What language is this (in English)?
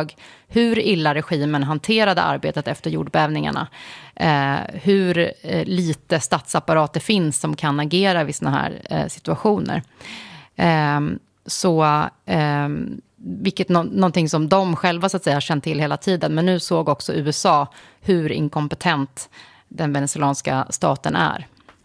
Swedish